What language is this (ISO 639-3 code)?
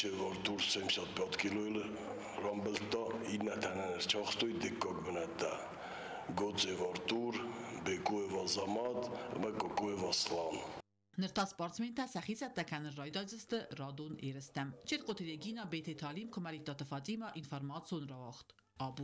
oss